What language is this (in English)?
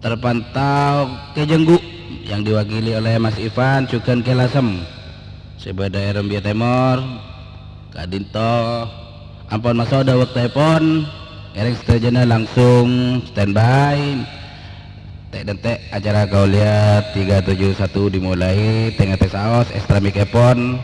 Madurese